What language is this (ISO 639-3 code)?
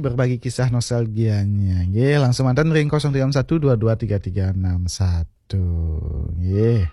ban